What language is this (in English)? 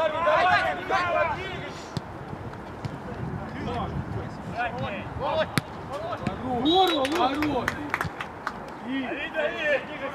Russian